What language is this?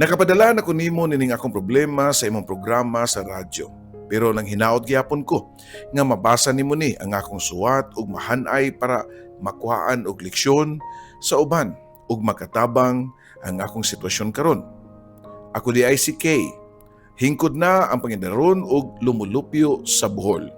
Cebuano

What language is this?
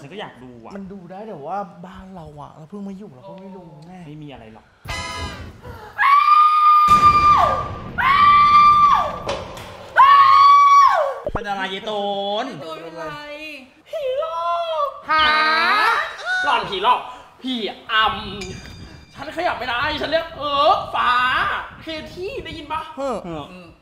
Thai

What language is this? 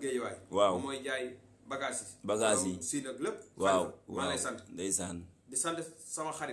Wolof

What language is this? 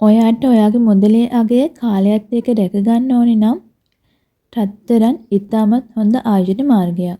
Sinhala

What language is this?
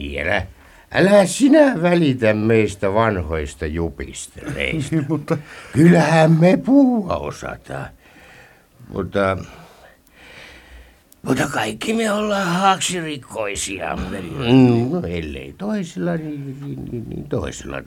Finnish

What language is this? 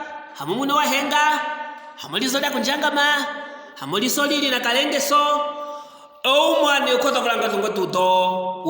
Luvale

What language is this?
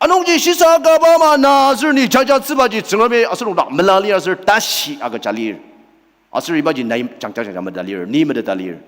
Ao Naga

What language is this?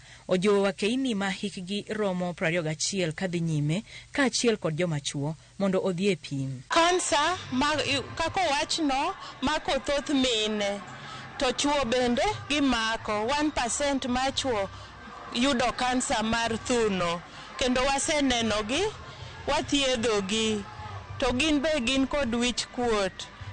Luo (Kenya and Tanzania)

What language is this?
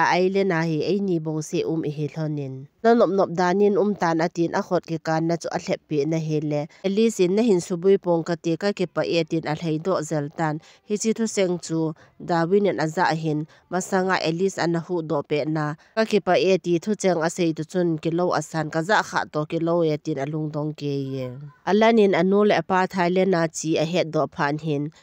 Thado Chin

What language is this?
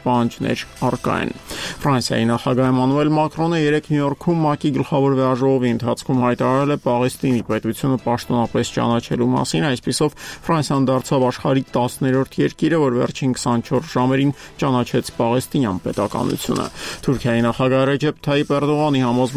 Armenian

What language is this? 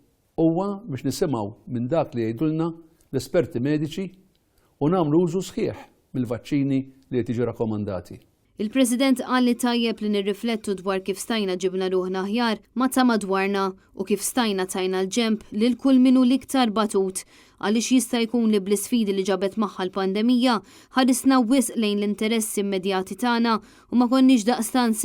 Maltese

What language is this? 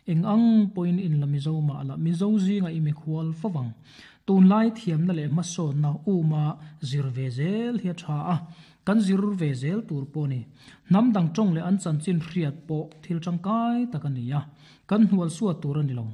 Mizo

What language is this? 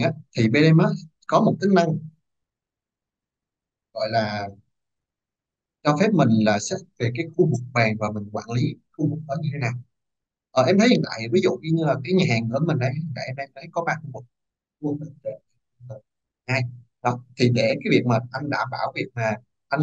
Vietnamese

